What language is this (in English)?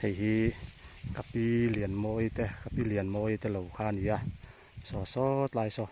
Mizo